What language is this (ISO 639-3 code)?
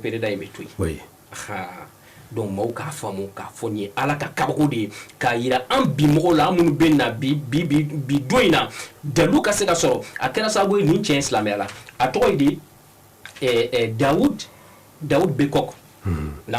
bam